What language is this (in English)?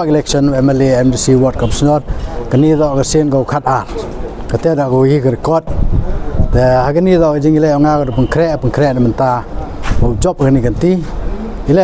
Pnar